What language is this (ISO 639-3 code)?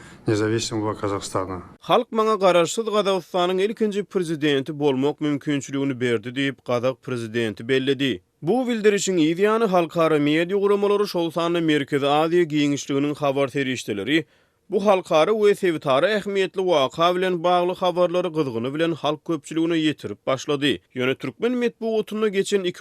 tuk